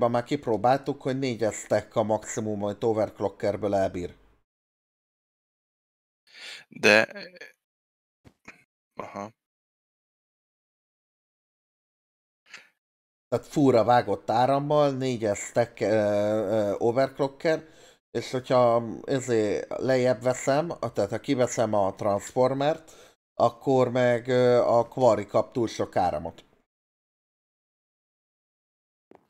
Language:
Hungarian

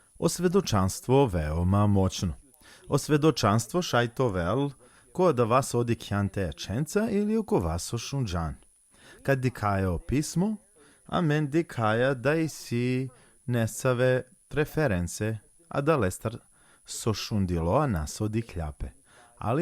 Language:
Balkan Romani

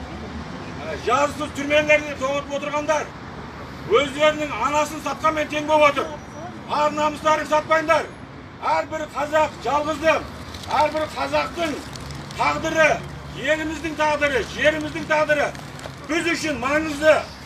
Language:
Kazakh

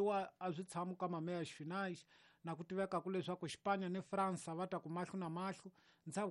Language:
Tsonga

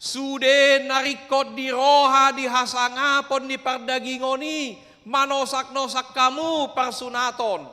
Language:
Batak Toba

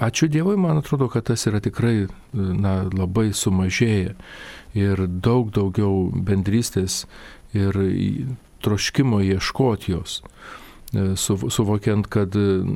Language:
Lithuanian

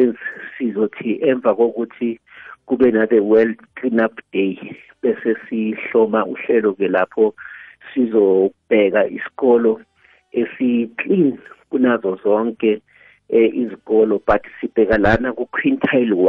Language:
South Ndebele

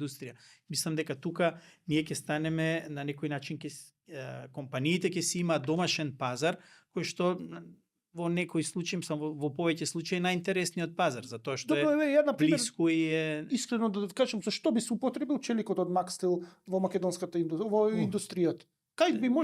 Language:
Macedonian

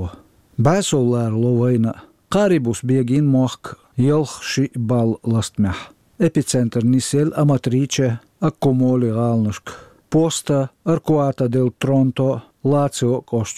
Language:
Chechen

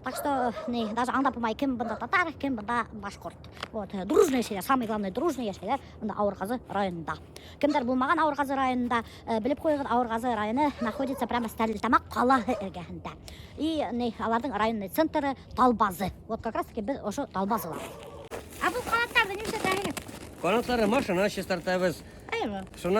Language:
Bashkir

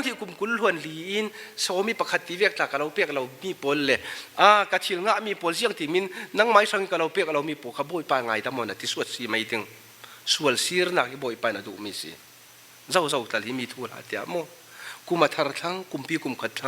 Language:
Falam Chin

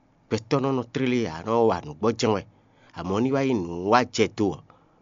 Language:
Fon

